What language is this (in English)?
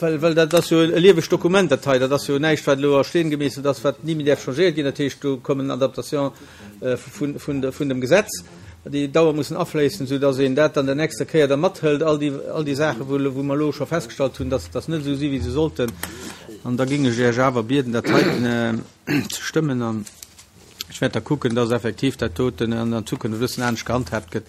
Luxembourgish